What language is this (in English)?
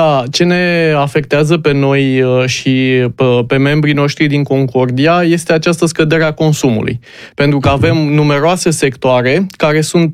Romanian